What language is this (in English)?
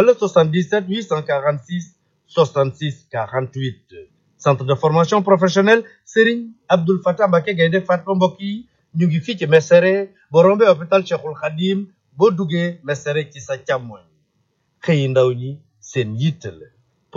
Wolof